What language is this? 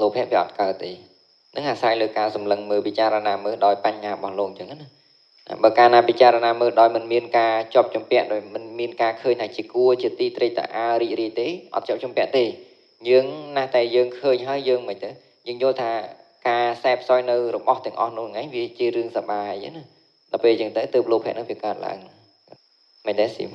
Khmer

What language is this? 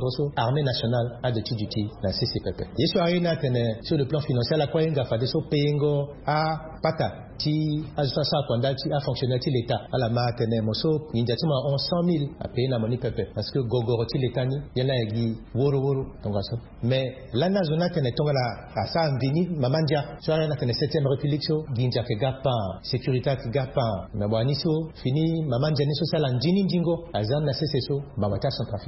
Sango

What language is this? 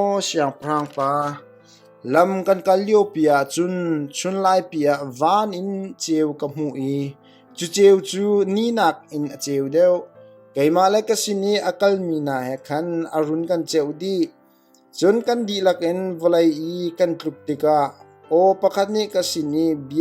Hakha Chin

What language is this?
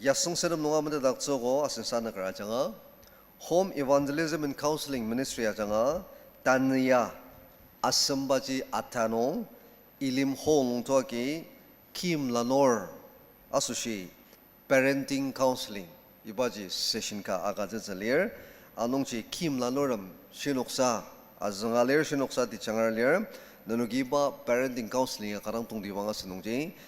Ao Naga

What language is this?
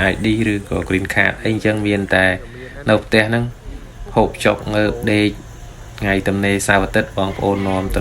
Khmer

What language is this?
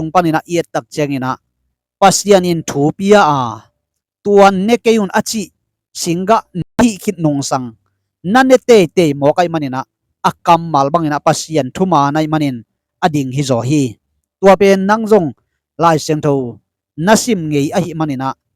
Tedim Chin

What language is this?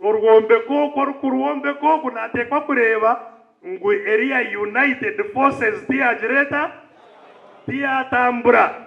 Nyankole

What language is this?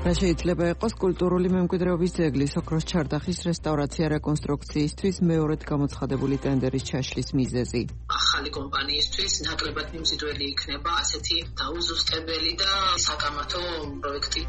Georgian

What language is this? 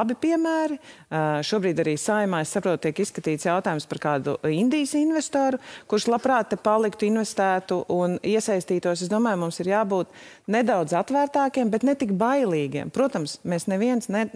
Latvian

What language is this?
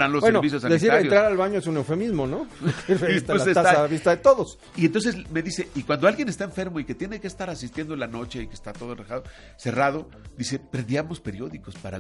Spanish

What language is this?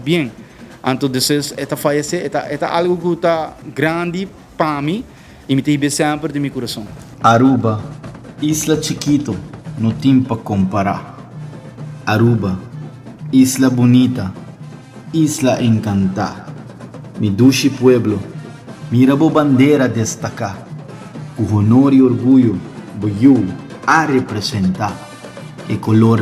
Papiamento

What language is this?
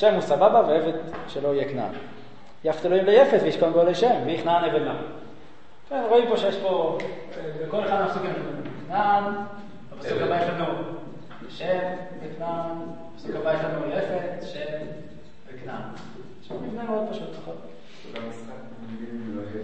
Hebrew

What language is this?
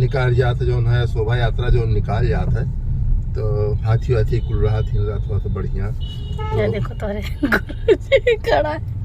Awadhi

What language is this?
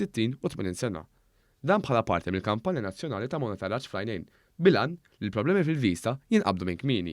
Maltese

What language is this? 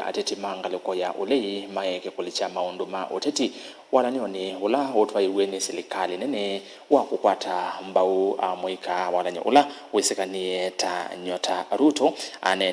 Kamba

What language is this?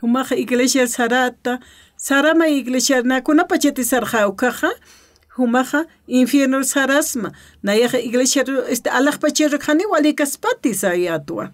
Aymara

